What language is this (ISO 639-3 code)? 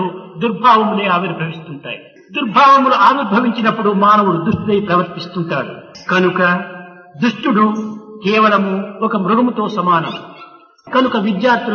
tel